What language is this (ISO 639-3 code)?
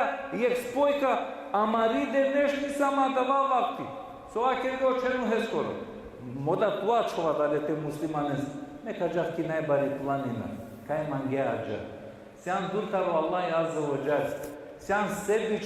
rmn